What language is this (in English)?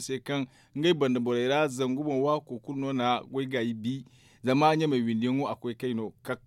Zarma